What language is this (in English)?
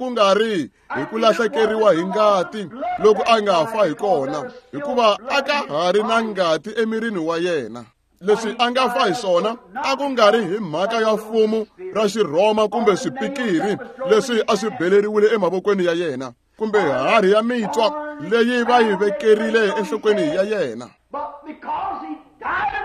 Tsonga